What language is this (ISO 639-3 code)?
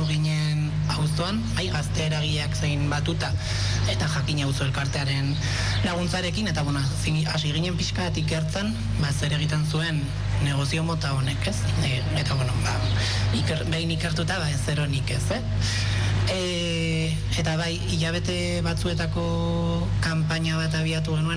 eus